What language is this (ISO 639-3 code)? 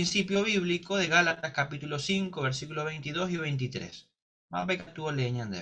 grn